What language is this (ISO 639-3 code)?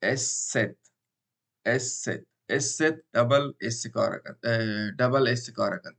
bal